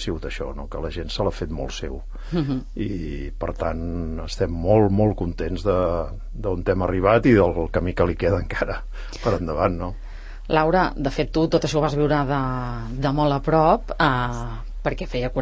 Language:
Catalan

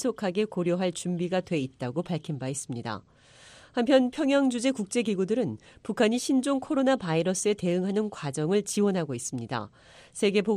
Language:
Korean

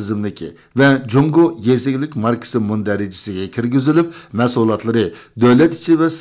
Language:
Uyghur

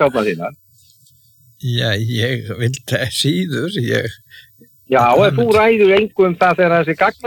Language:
Icelandic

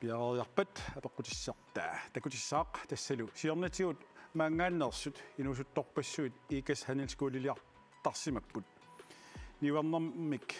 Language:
Kalaallisut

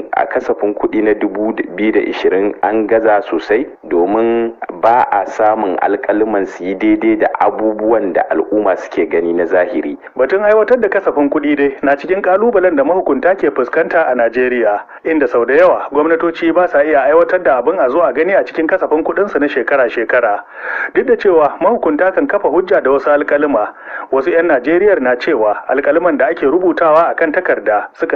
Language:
Hausa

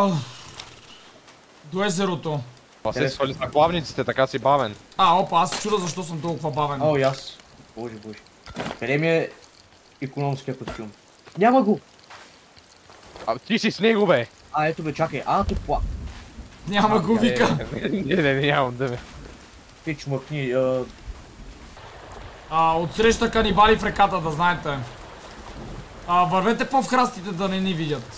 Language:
Bulgarian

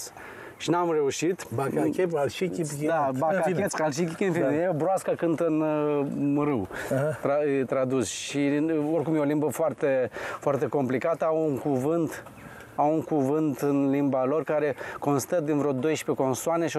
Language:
Romanian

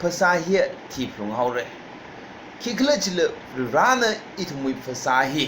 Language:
Tangkhul Naga (India)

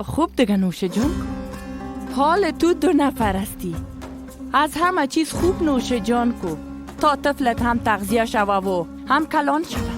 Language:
Persian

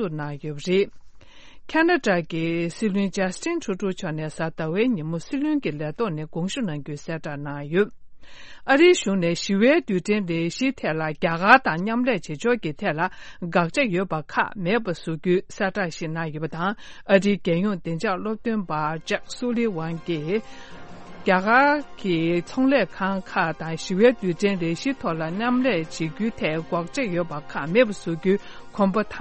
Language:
Tibetan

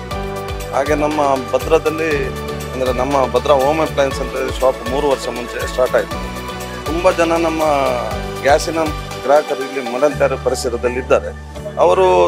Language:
Kannada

